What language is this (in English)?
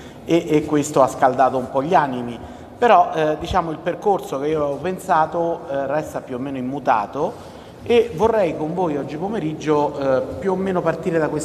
Italian